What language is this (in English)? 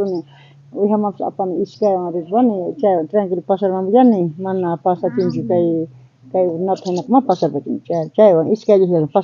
South Bolivian Quechua